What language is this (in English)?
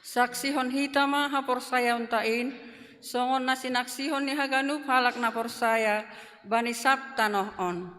Batak Simalungun